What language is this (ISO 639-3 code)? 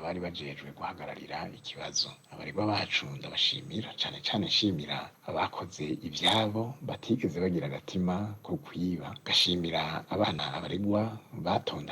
run